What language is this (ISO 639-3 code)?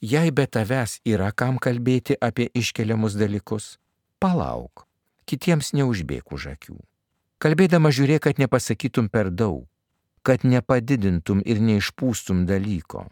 lit